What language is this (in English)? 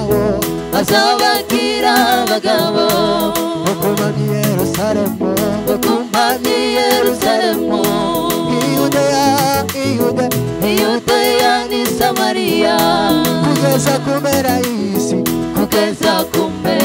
Kinyarwanda